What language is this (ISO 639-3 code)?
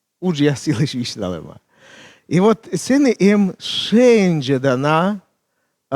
kom